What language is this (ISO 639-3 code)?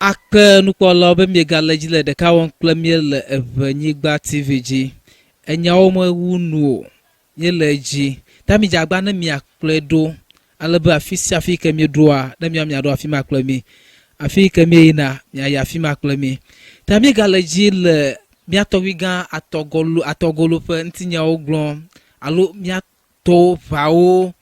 ewe